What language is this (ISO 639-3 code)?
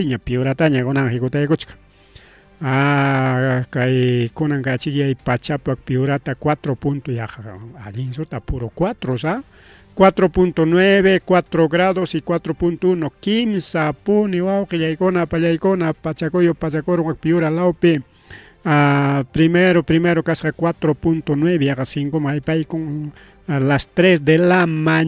quy